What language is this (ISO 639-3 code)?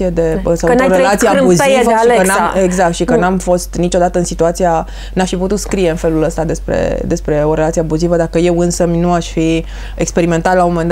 ron